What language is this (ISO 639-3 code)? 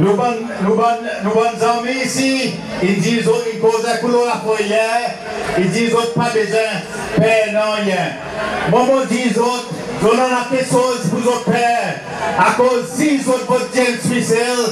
crs